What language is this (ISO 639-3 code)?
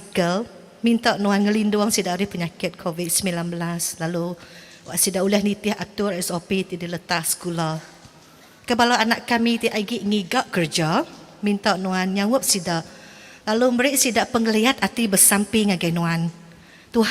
iba